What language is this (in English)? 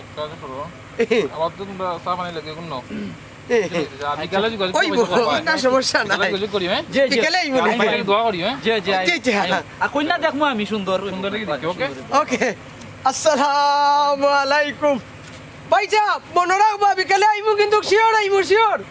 Sylheti